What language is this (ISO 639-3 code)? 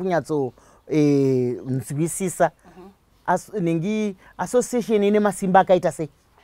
sna